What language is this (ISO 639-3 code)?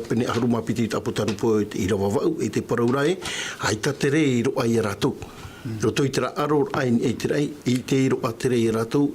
tah